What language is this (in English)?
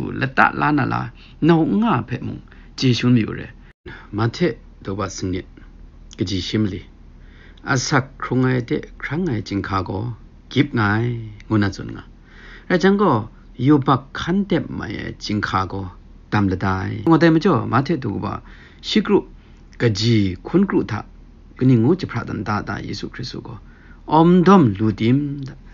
Kachin